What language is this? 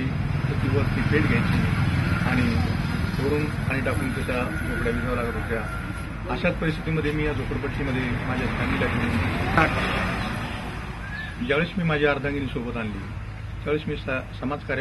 Marathi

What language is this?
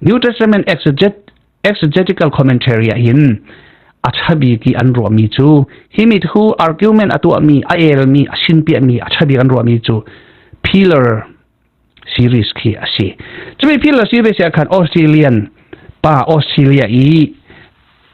Falam Chin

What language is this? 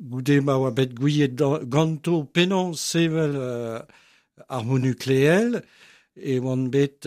Breton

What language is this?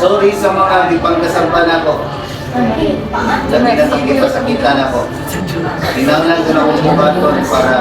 Cebuano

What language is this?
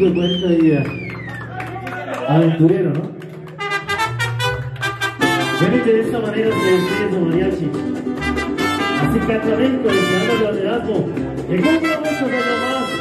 Spanish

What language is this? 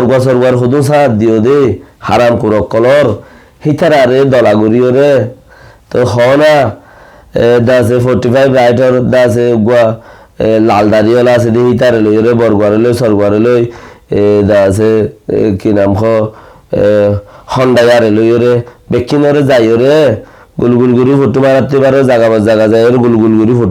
Rohingya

